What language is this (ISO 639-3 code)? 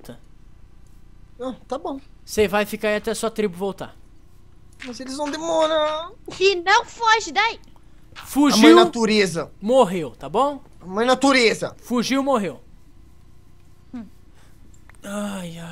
por